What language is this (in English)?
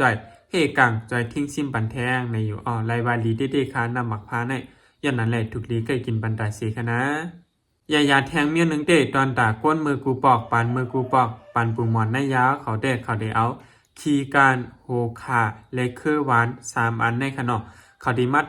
Shan